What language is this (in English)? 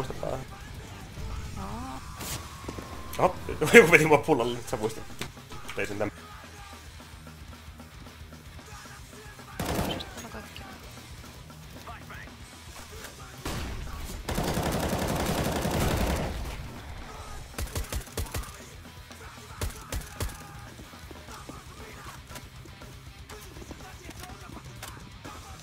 Finnish